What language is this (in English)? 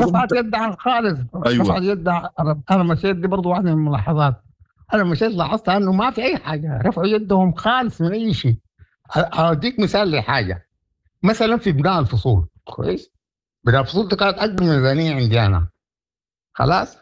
Sudanese Arabic